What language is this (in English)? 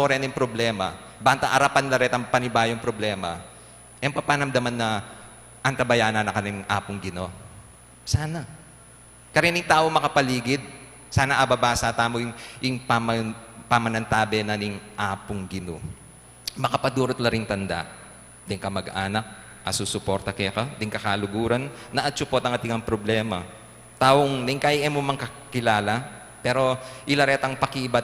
Pampanga